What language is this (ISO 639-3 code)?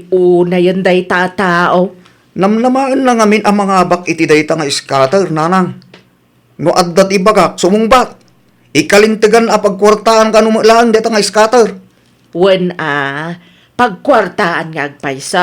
ilo